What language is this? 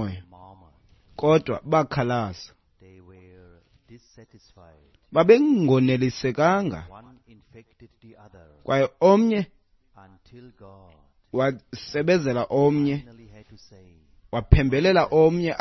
Xhosa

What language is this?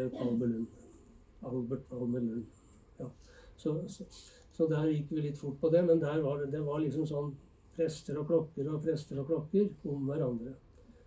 Norwegian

